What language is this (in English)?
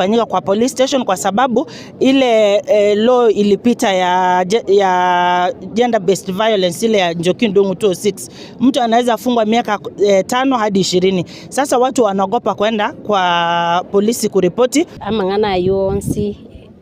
Gusii